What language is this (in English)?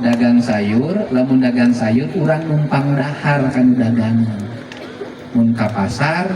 Sundanese